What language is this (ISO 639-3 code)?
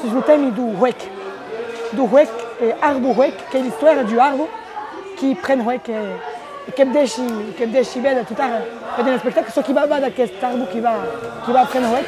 oci